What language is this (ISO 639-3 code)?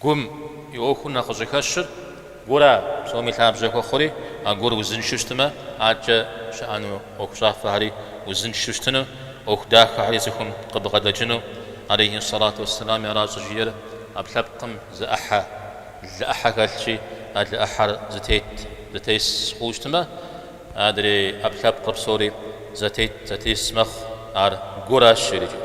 kbd